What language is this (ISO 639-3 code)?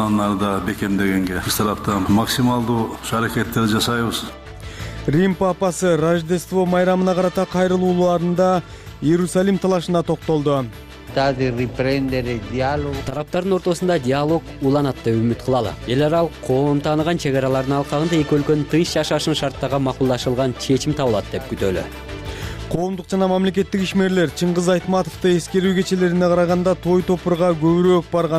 kir